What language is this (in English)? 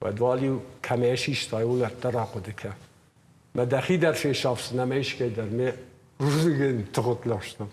Ossetic